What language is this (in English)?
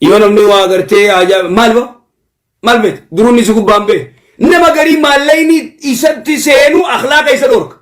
Oromo